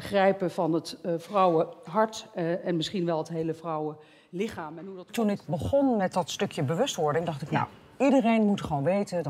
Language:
Dutch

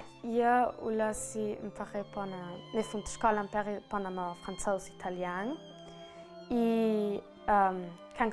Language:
Ladin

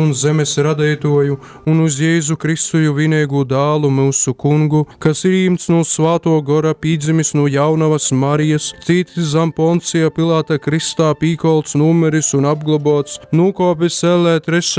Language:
Latgalian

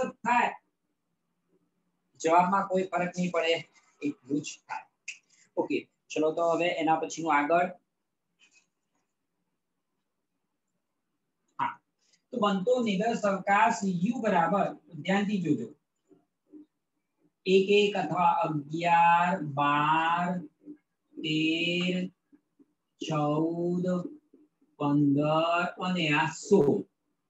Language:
Gujarati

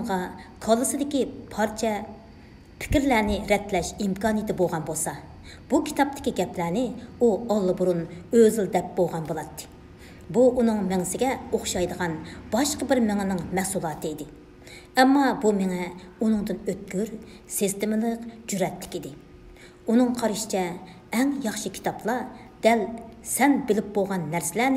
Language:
Uyghur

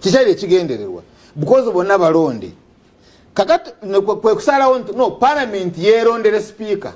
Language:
Ganda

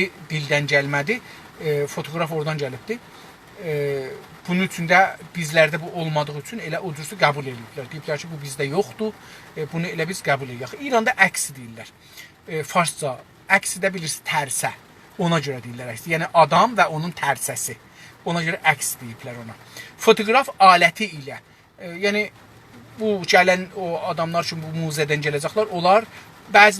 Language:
South Azerbaijani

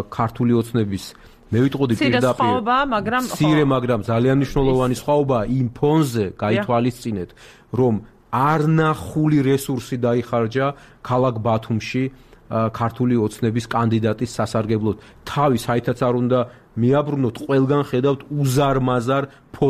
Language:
Georgian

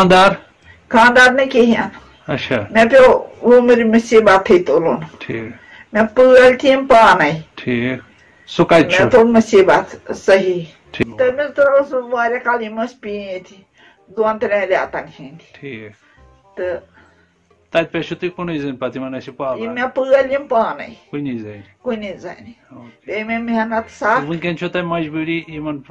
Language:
Kashmiri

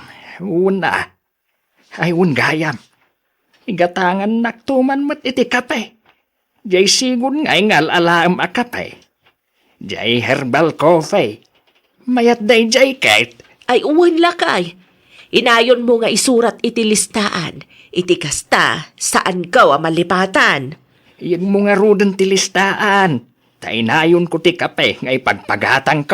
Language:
Iloko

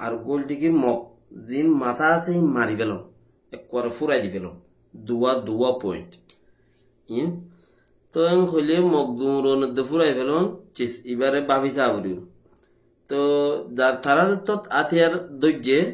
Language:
Rohingya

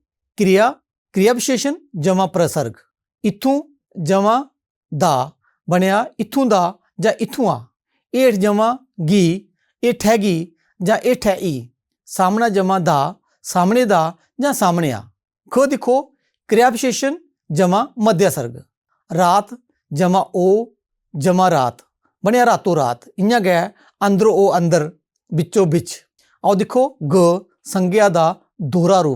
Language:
Dogri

